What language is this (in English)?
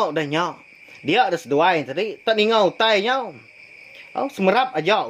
Iban